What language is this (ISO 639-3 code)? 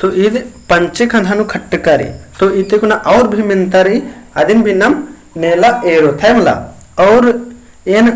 kru